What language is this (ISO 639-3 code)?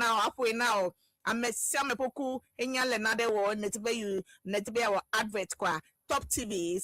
ewe